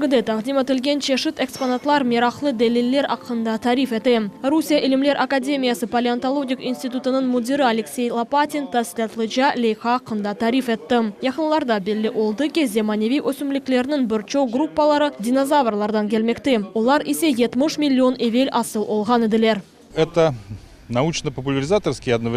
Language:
Crimean Tatar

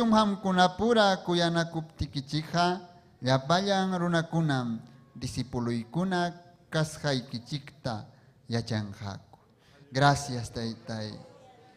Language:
Ayacucho Quechua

